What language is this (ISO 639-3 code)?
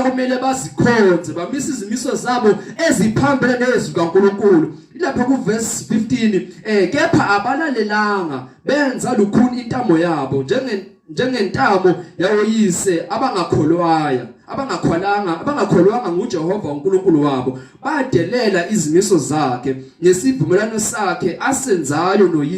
zul